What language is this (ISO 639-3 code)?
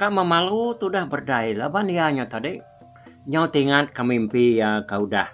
iba